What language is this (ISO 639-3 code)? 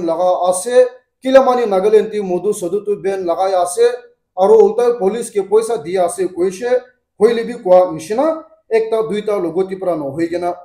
nag